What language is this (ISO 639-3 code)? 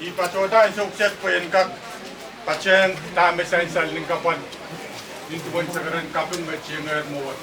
pon